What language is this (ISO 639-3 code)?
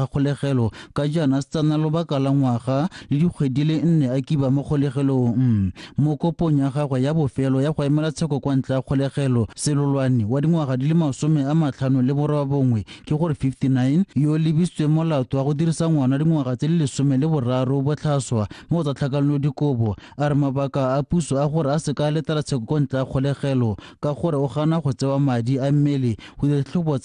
tsn